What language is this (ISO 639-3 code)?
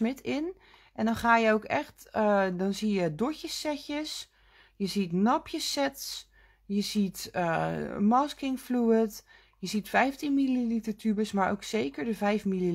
nld